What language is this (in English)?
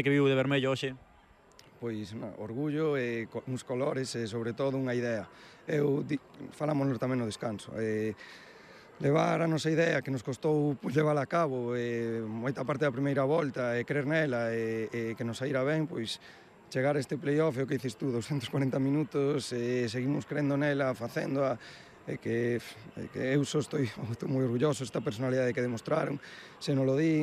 Galician